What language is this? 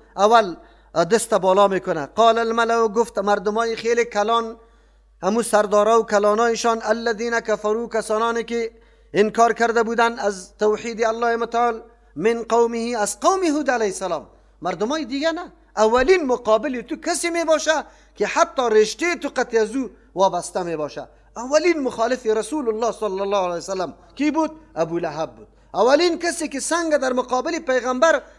Persian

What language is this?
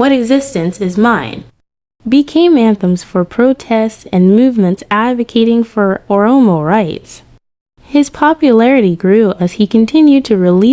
English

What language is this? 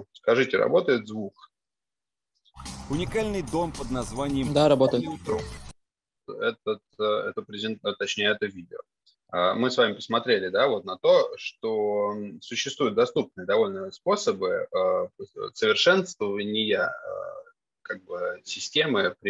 Russian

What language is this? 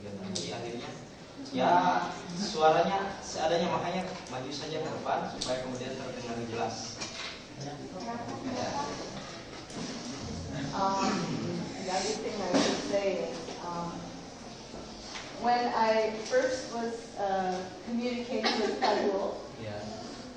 Indonesian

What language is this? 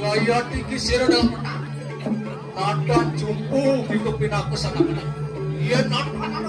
Balinese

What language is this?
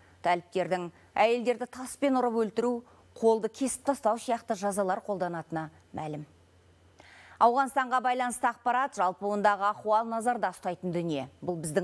Kazakh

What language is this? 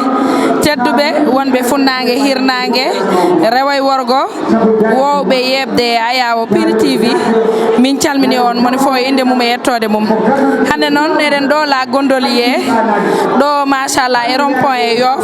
Fula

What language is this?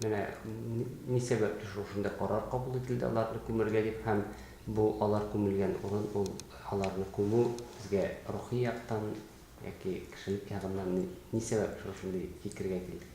Tatar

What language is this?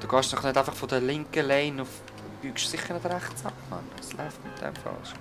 Swiss German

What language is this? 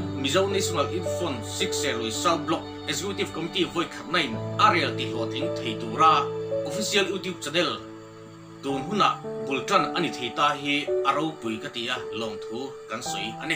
Mizo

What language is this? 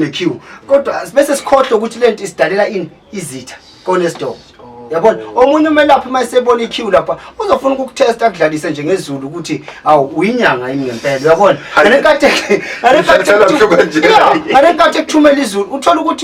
Zulu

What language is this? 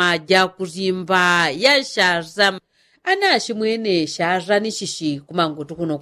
Yao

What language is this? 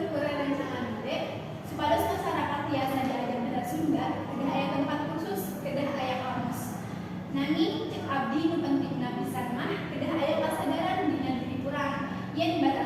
Sundanese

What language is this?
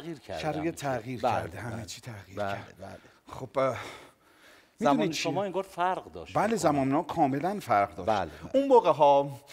Persian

